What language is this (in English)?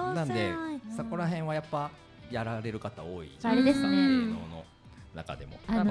Japanese